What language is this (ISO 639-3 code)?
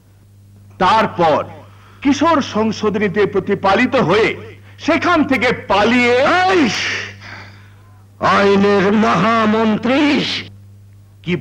ben